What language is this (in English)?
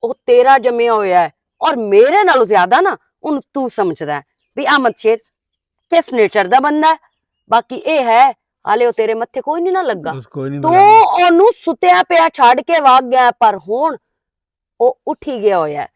Western Panjabi